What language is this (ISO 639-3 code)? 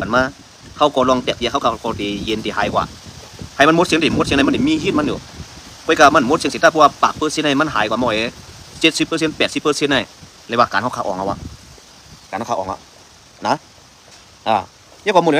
shn